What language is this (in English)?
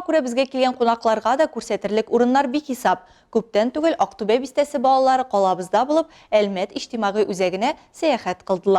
Tatar